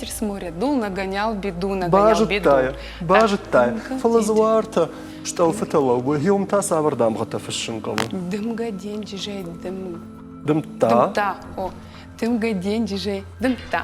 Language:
Ossetic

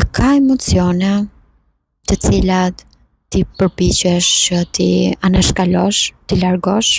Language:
Albanian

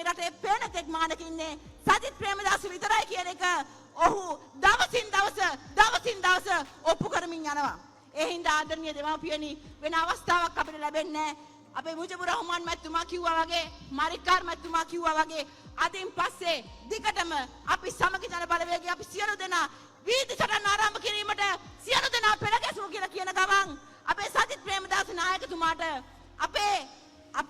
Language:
Sinhala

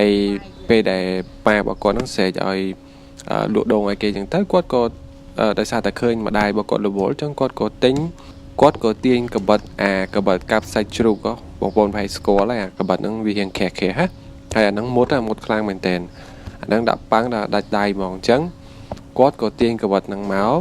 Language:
Khmer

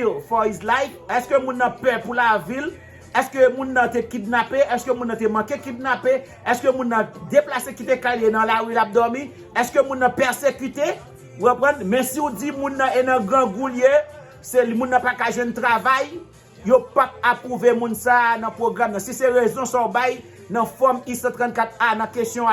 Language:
Haitian Creole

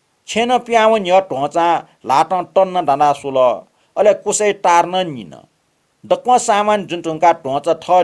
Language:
Newari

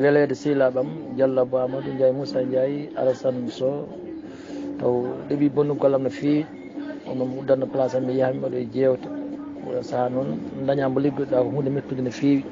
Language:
Fula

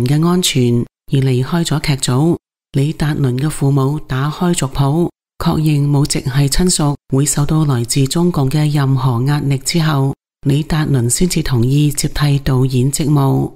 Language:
Cantonese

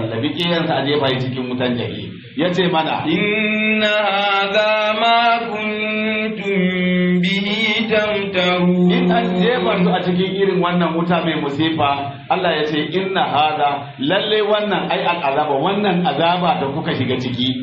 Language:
Hausa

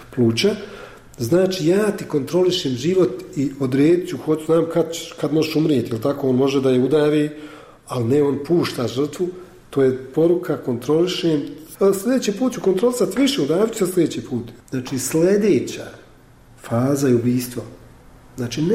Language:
Bosnian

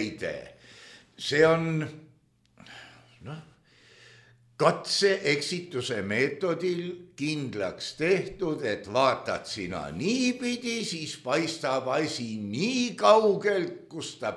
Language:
Estonian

